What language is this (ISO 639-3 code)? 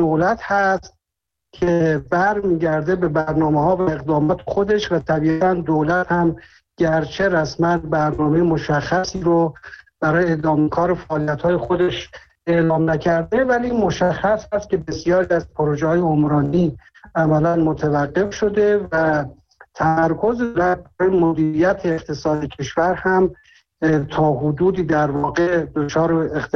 fas